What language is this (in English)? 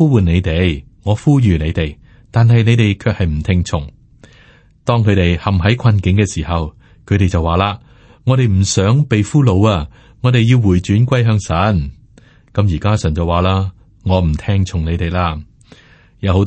Cantonese